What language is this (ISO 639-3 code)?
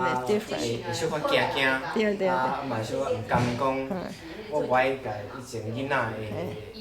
nan